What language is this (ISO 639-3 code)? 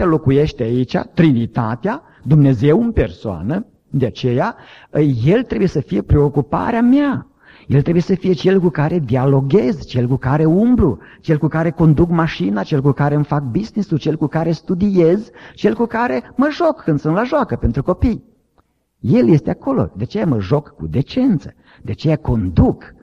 ron